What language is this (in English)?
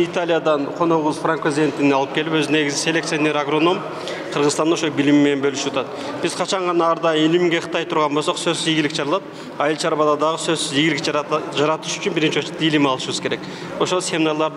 Kyrgyz